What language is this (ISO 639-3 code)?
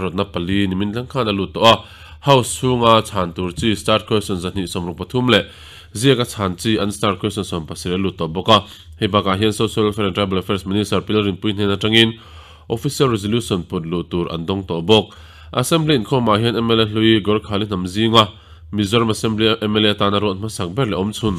lus